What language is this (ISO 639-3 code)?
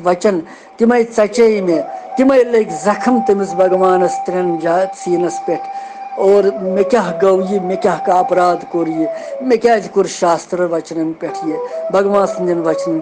kas